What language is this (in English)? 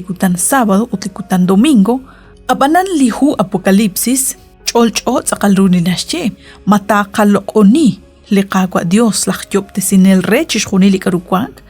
Kekchí